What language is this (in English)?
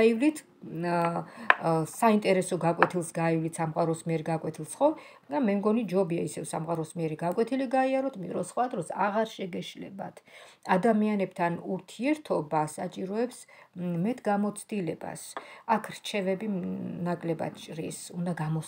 Georgian